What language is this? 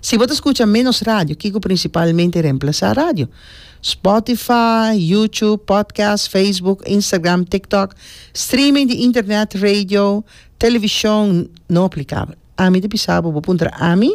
Papiamento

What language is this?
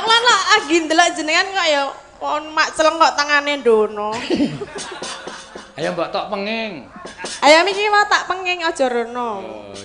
Javanese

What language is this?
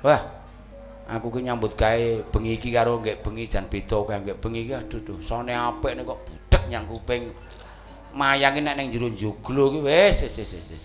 Javanese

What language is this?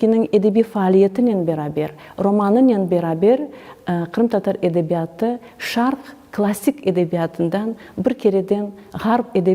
Crimean Tatar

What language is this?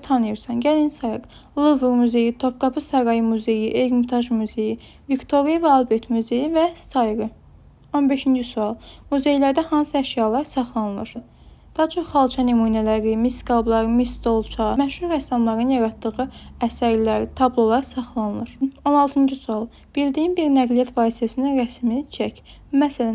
Azerbaijani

